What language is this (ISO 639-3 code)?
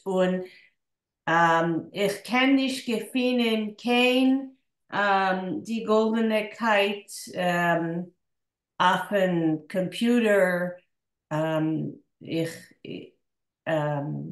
yid